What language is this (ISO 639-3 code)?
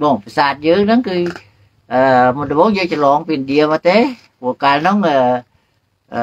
khm